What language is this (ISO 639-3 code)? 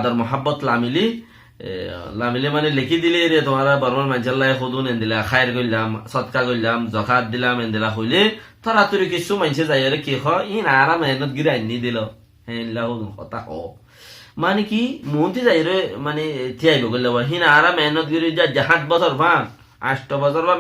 rhg